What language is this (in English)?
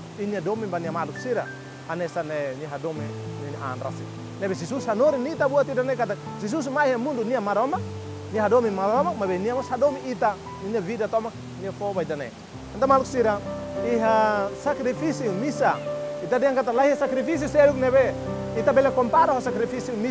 Tetum